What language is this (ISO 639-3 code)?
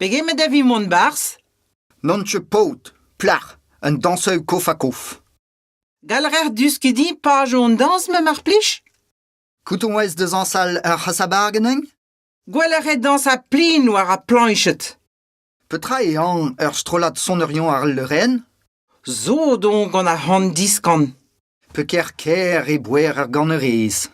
bre